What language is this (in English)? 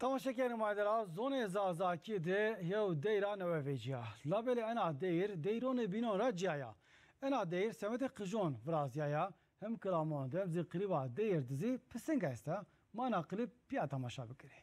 Zaza